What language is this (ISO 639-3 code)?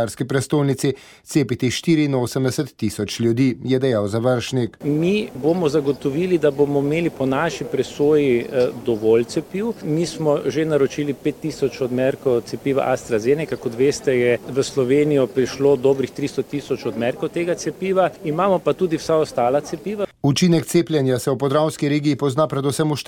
slv